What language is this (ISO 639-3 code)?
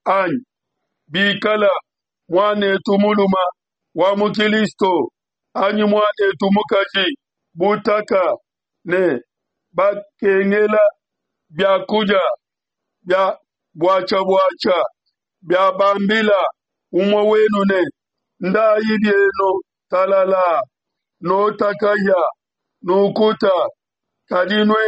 lua